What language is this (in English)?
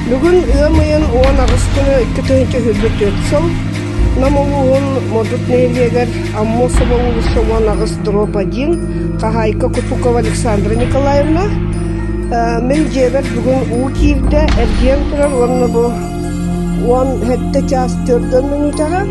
Yakut